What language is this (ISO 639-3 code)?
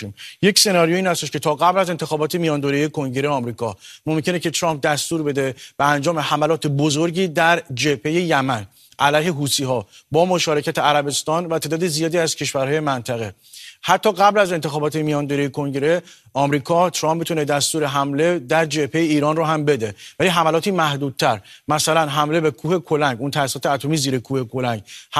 fas